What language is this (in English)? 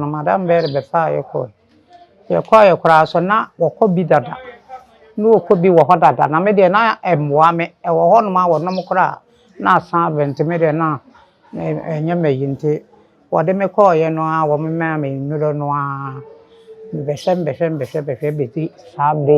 Akan